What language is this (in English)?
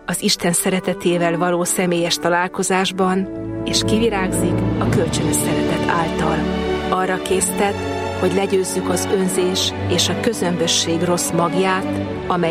Hungarian